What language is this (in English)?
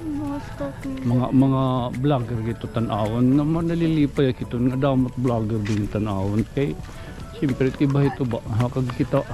Waray